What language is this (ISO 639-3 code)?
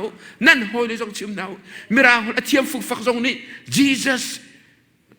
cnh